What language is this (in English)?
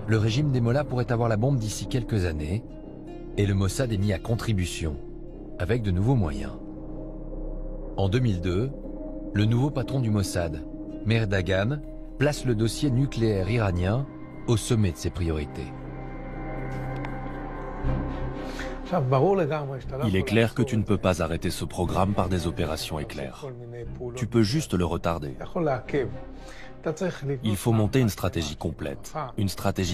French